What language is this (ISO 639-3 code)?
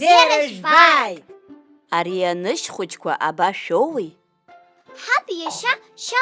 abk